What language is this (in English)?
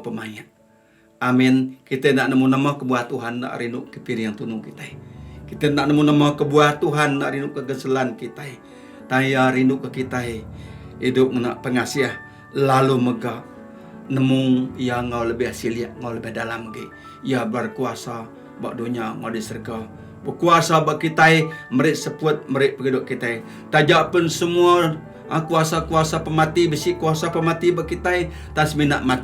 Iban